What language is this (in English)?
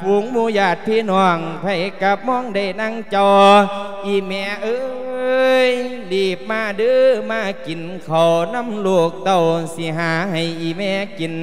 Lao